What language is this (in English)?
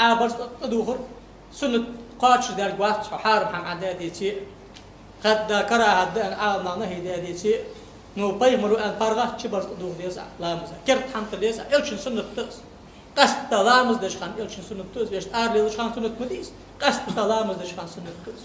Ingush